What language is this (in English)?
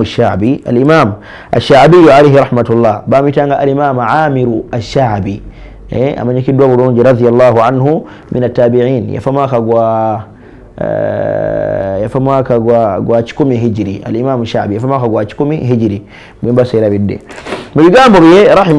Ganda